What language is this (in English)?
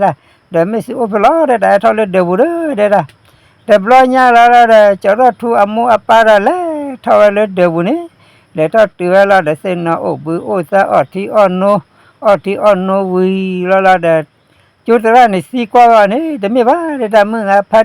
S'gaw Karen